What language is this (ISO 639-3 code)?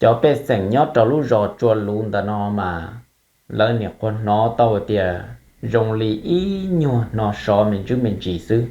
hmn